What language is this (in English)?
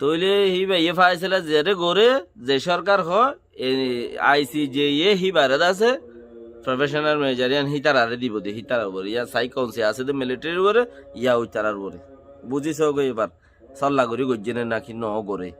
Rohingya